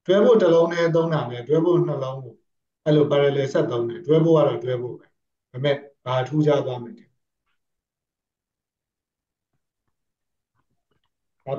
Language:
Burmese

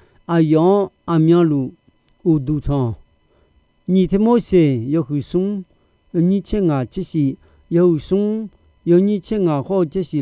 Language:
Akha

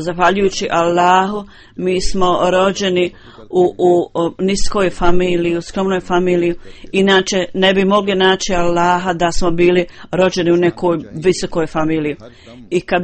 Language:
Bosnian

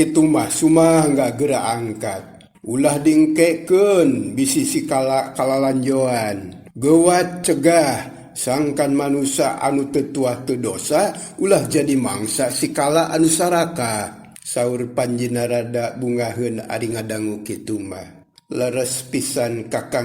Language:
Sundanese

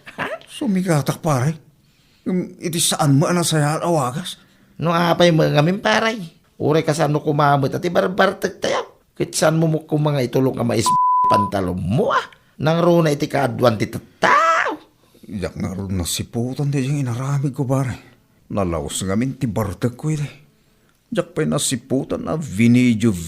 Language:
Iloko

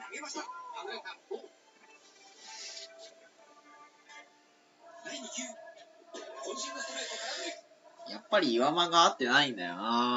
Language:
Japanese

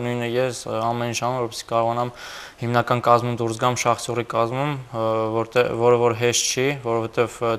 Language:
Armenian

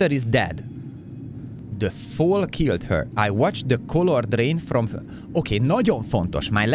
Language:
Hungarian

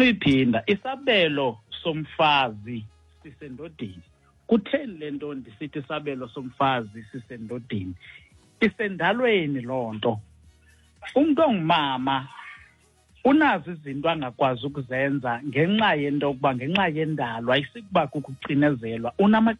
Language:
Xhosa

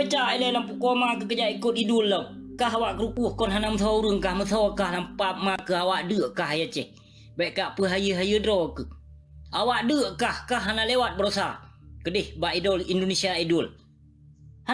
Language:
Achinese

